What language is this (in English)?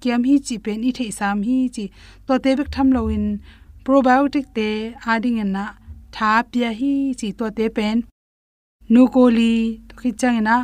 Tedim Chin